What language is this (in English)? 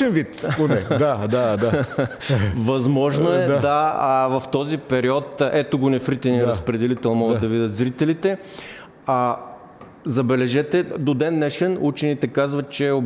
Bulgarian